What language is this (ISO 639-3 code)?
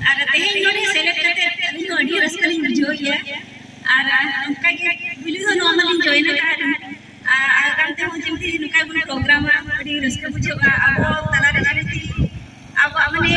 sat